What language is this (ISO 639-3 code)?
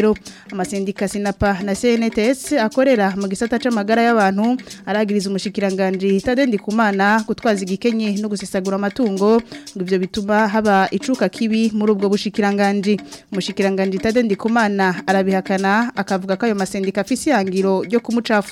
run